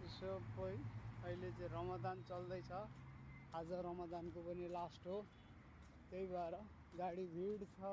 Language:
Nepali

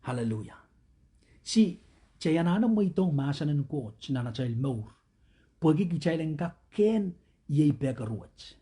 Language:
Pohnpeian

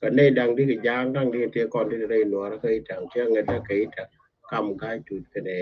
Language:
Nuer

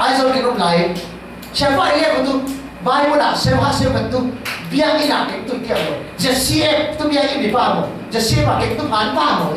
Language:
Falam Chin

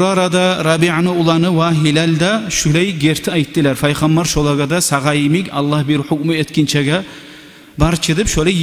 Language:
Kumyk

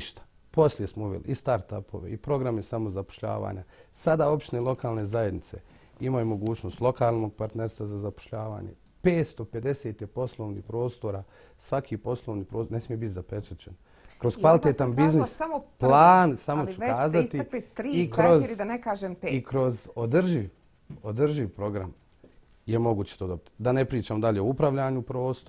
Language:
Bosnian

